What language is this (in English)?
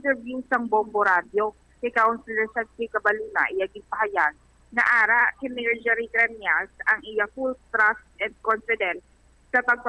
Hiligaynon